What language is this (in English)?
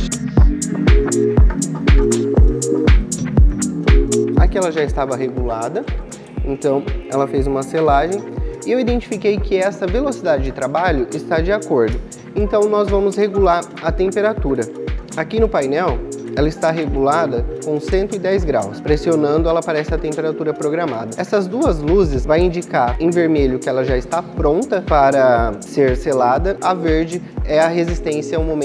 Portuguese